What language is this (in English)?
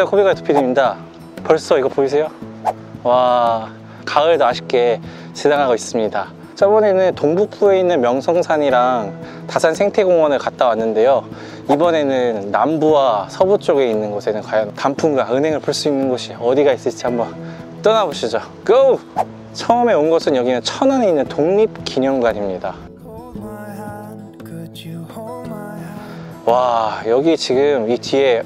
Korean